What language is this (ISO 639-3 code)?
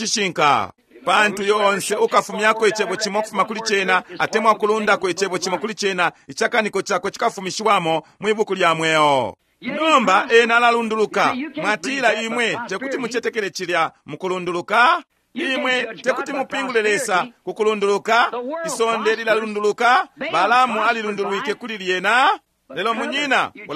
bem